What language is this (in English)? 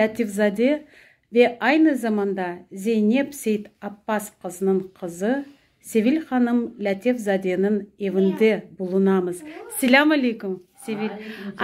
Crimean Tatar